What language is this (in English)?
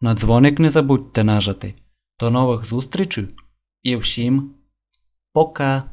Rusyn